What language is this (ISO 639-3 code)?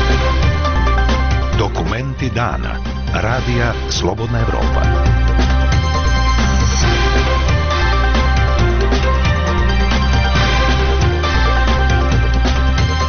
bos